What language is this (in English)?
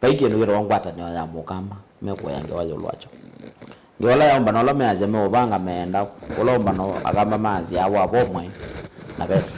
Kamba